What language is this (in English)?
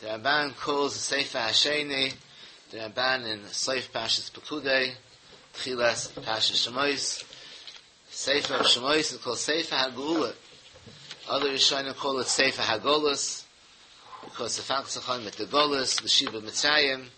Yiddish